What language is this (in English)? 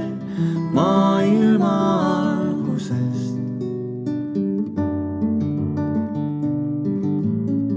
Estonian